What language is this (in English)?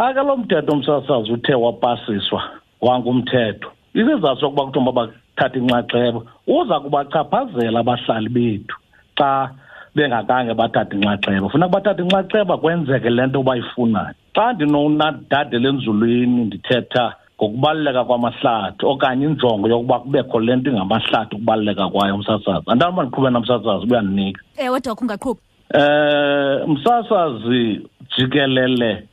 Xhosa